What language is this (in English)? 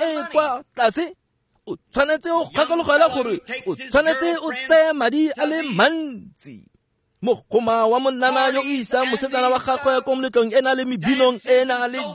Tswana